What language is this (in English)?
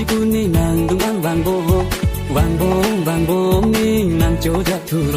Karbi